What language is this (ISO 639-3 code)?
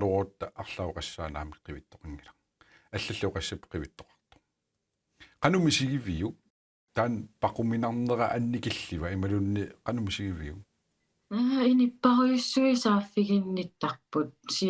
kal